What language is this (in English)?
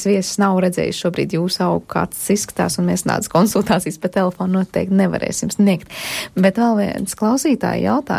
Latvian